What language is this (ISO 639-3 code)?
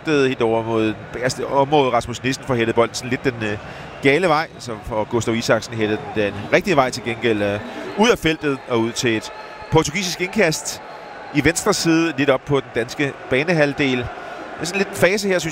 dan